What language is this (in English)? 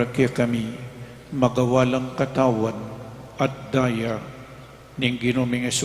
Pampanga